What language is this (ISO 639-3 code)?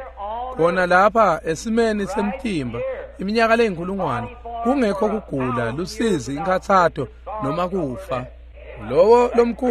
ssw